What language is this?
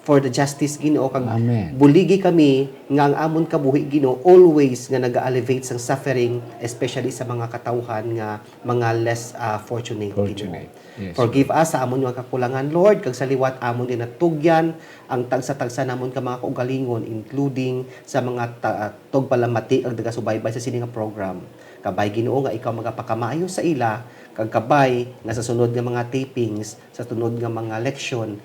Hiligaynon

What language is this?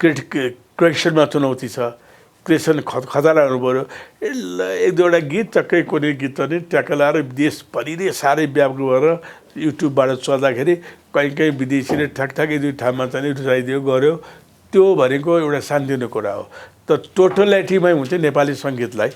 Nepali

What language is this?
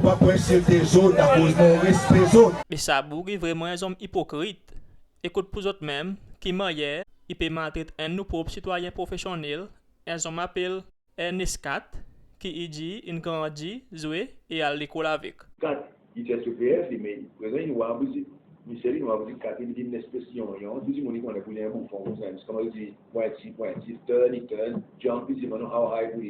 Seselwa Creole French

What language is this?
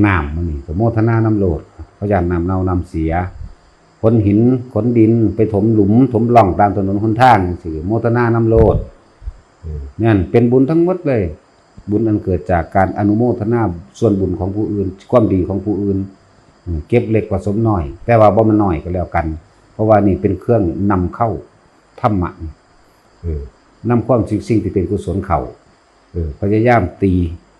Northeastern Thai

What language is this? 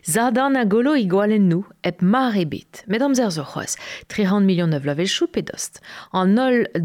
Breton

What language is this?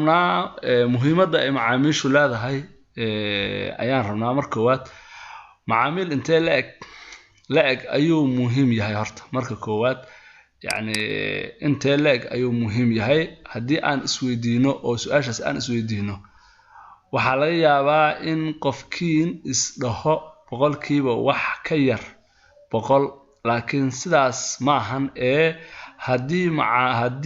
Somali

